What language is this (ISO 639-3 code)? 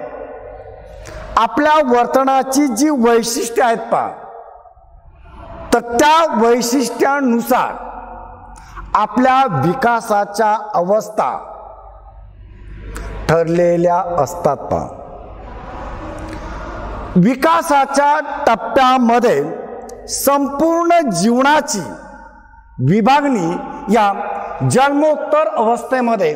mar